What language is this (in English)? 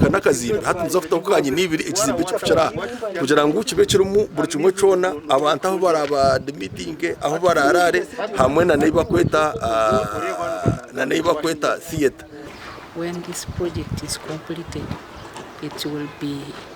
Nyankole